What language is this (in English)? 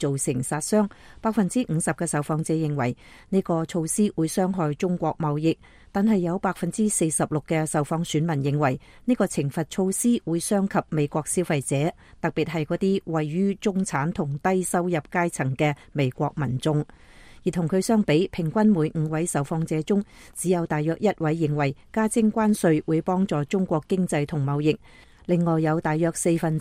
Cantonese